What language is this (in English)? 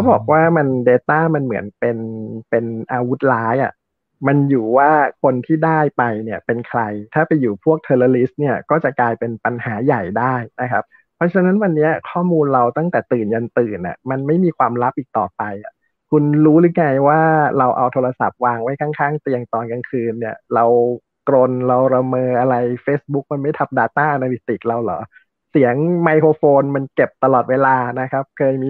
Thai